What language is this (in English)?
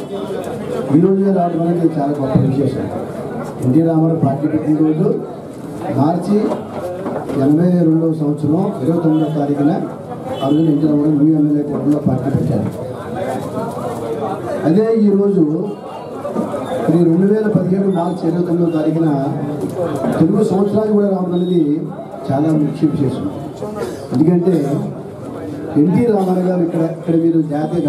Telugu